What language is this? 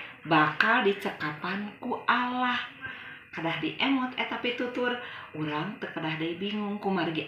Sundanese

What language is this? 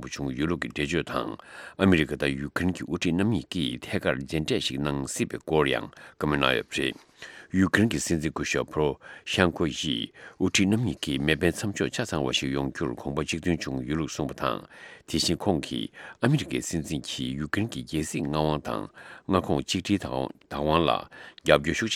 Tibetan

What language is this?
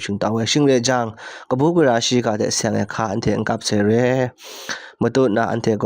Kachin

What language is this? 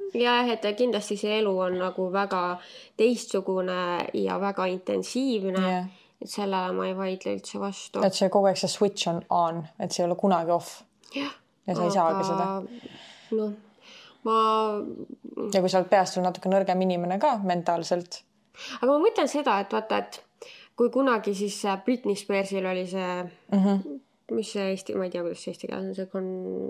Estonian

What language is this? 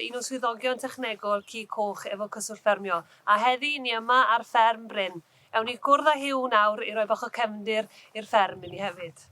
Welsh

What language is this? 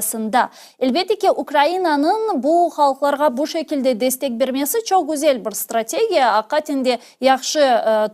Crimean Tatar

